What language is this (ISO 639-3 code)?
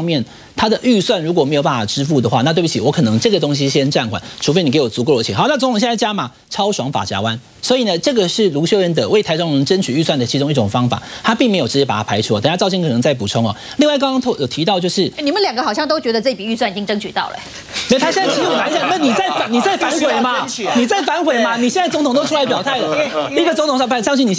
zho